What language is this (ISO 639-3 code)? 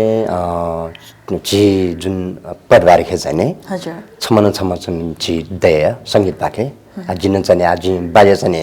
new